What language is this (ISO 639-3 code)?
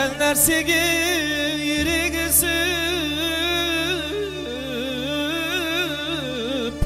kaa